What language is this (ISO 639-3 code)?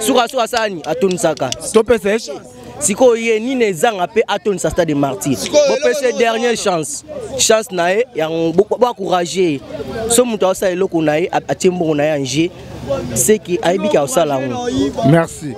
lin